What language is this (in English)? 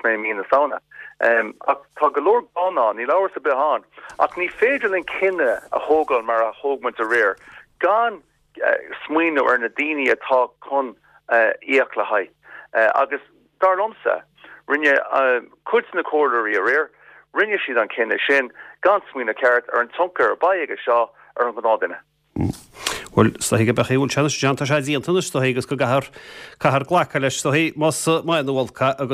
Irish